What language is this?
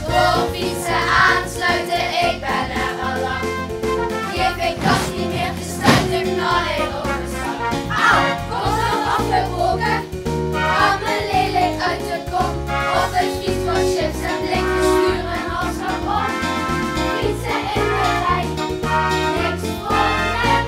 Limburgish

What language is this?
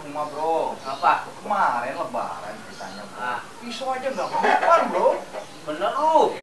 Betawi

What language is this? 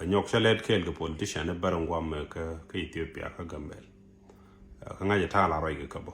Nuer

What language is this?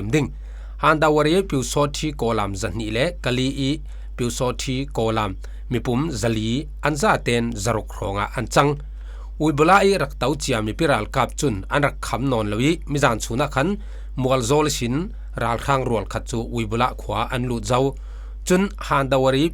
Falam Chin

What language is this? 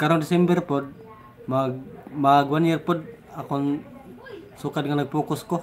Cebuano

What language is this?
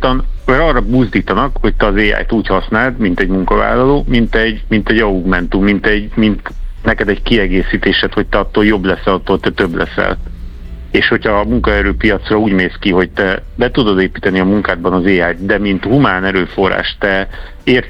Hungarian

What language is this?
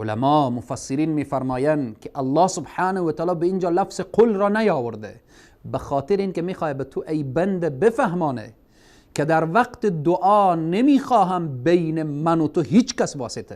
Persian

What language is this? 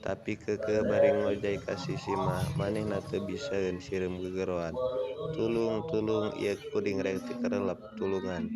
Sundanese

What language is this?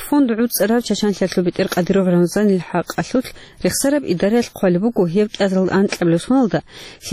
Avaric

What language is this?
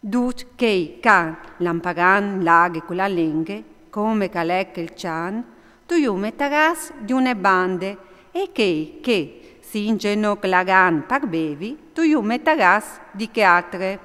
Friulian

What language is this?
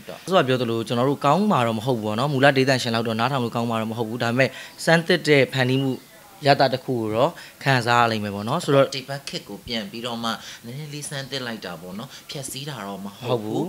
Burmese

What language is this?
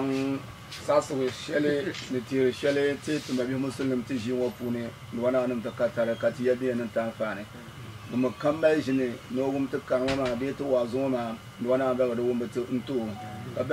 Dagbani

